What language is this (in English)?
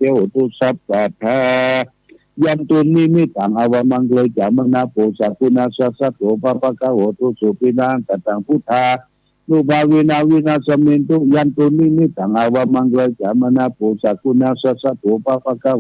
Pali